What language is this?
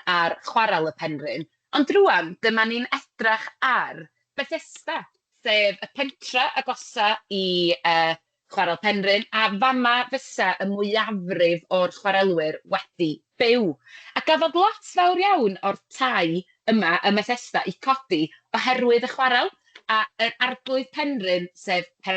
Welsh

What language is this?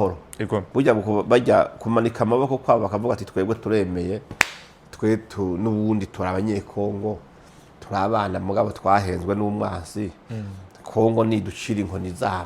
Rundi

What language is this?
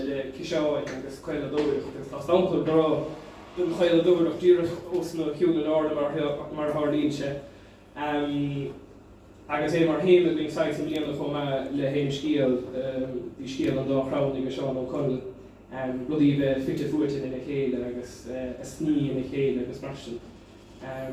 Irish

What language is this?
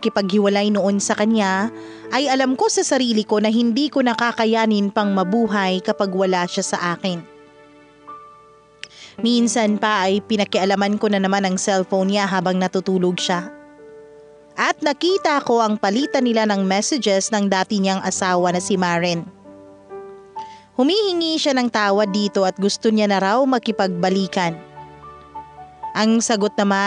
Filipino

